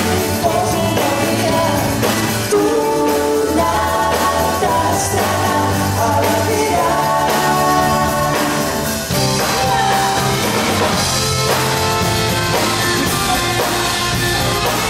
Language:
Catalan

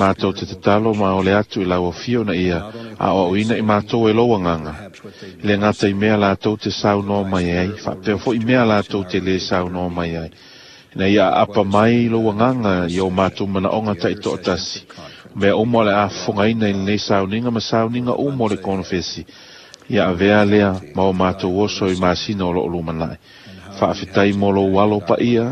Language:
Samoan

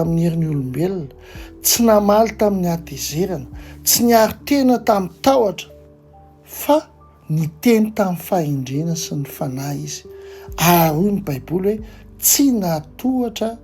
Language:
Malagasy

